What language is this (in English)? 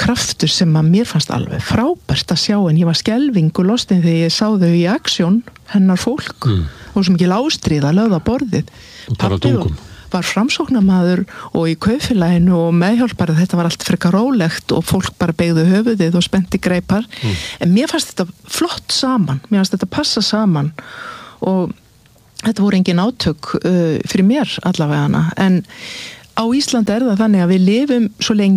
Icelandic